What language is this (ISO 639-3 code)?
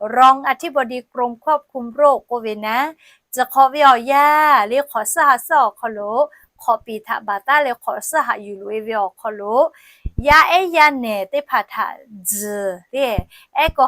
lhu